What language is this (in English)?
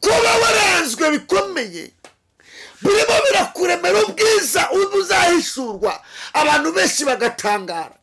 Kinyarwanda